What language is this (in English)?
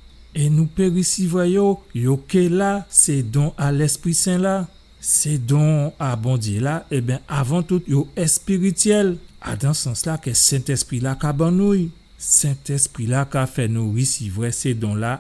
Guadeloupean Creole French